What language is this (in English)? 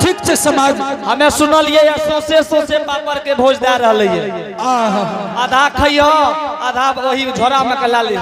Angika